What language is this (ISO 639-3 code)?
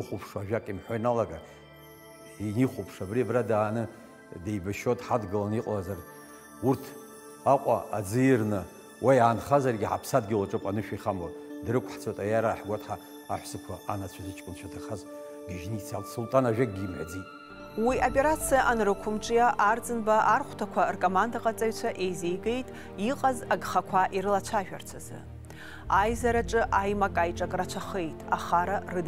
abk